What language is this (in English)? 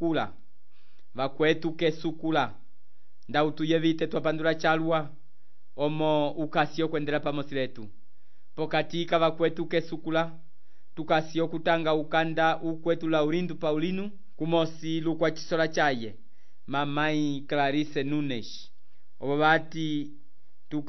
Umbundu